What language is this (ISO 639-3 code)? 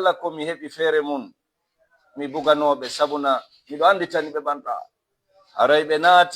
ful